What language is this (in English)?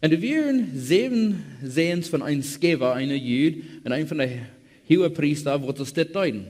Plautdietsch